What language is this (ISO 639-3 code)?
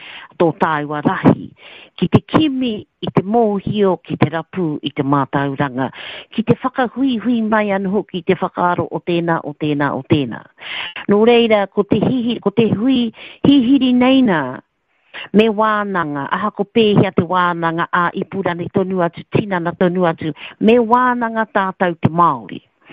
mri